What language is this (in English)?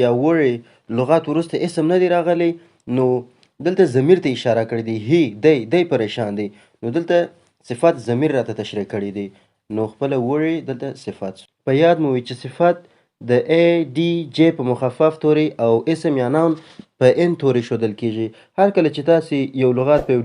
Pashto